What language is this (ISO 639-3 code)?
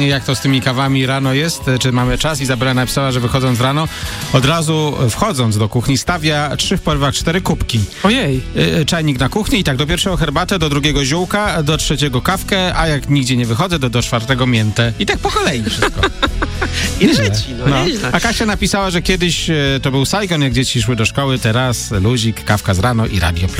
pol